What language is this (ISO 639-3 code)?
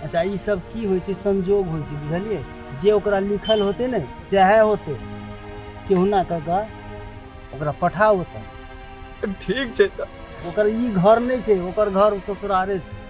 mai